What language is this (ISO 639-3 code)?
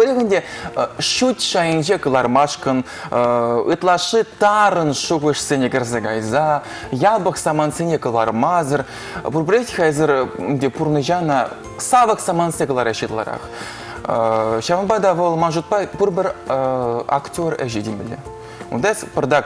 chv